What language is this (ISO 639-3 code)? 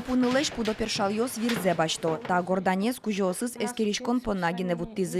udm